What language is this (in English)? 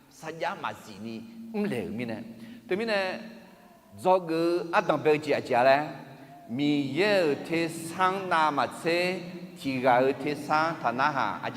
Akha